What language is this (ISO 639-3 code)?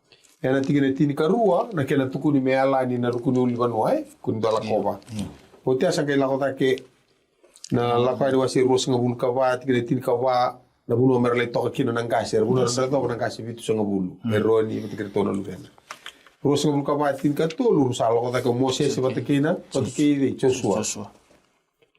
fij